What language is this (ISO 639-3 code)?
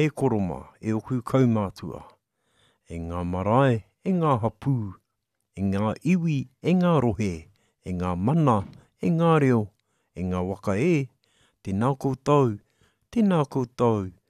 mri